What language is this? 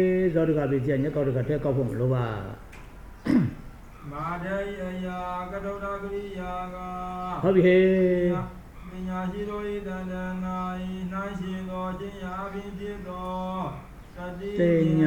Burmese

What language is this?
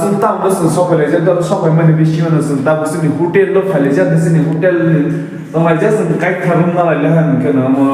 Kok Borok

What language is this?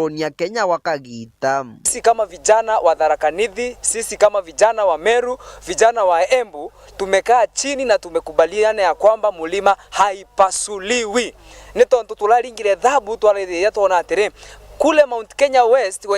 Meru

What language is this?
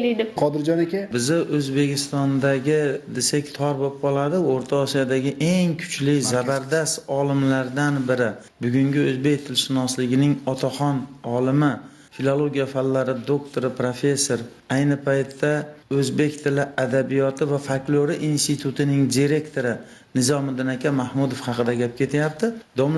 Uzbek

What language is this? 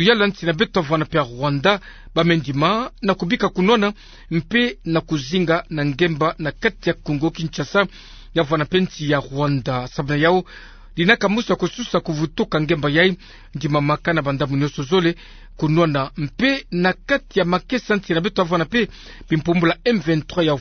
Kituba (Democratic Republic of Congo)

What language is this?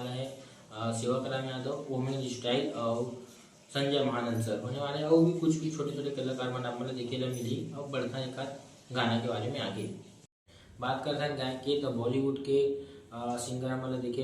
Chhattisgarhi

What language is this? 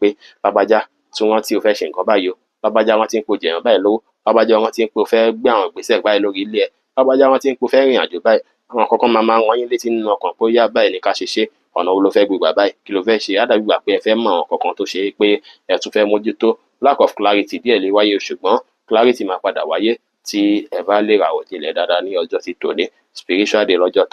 Yoruba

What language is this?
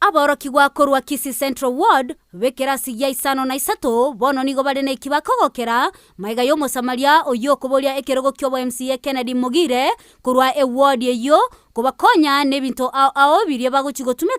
Gusii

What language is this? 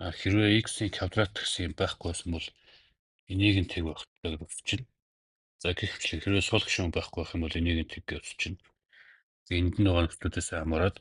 Mongolian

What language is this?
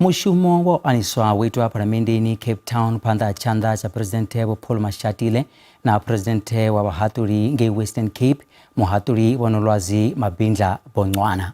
Venda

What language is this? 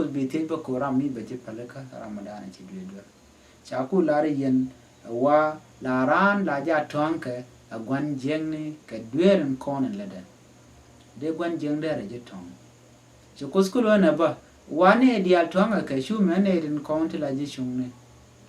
Nuer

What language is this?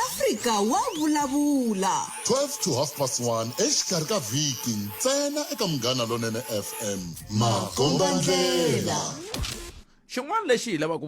Tsonga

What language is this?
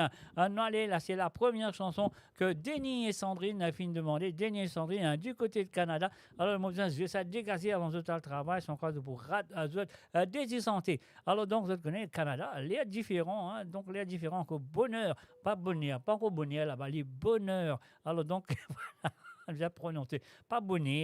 Morisyen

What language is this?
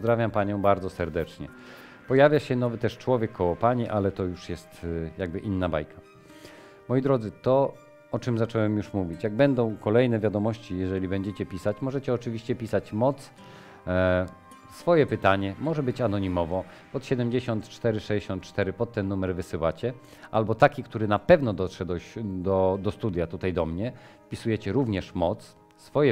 Polish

